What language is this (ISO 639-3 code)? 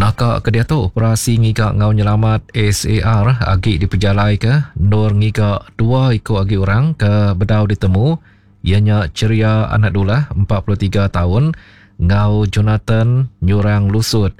iba